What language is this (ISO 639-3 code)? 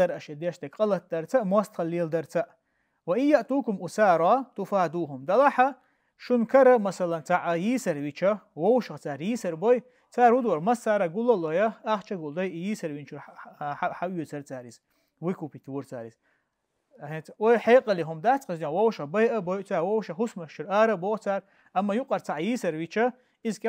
che